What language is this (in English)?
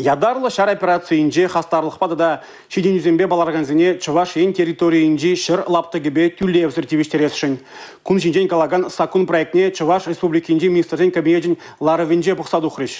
Chuvash